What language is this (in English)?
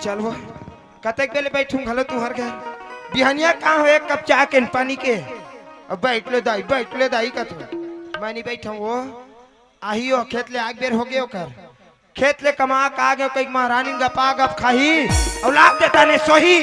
Chhattisgarhi